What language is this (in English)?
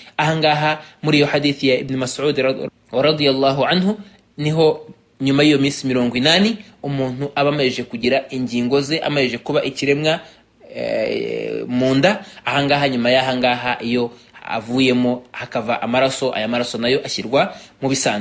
Kinyarwanda